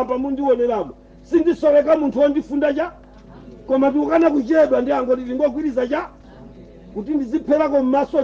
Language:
Nyanja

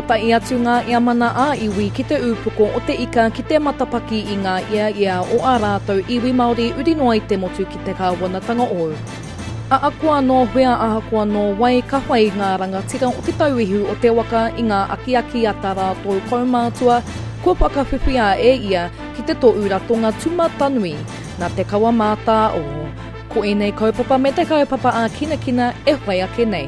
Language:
Māori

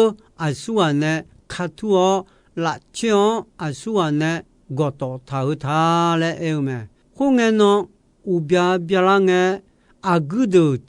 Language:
Akha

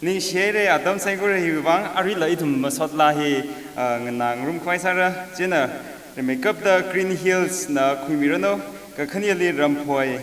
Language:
Tangkhul Naga (India)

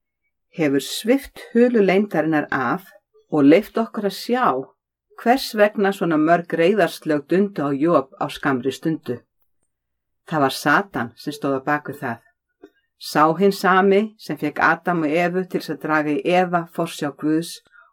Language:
Icelandic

